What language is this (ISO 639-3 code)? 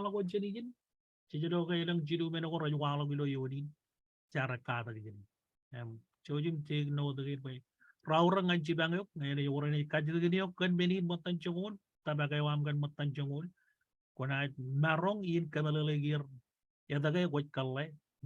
mah